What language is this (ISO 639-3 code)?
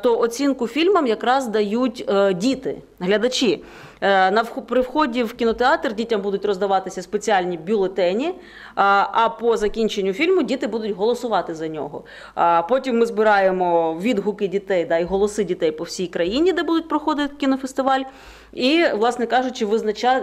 ukr